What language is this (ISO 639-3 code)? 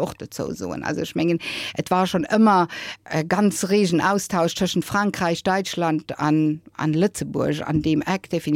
ltz